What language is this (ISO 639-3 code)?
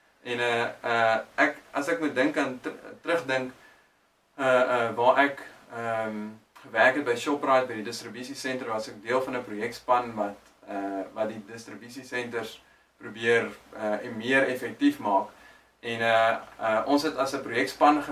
afr